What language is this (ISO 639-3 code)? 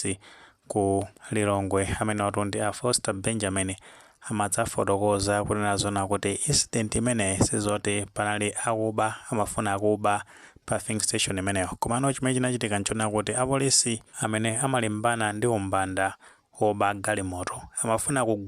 nya